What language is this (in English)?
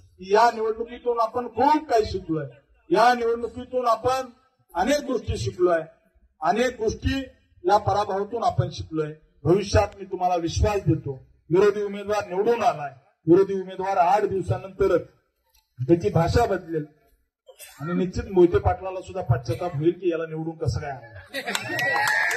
Marathi